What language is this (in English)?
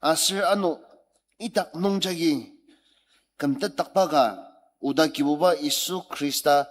Ao Naga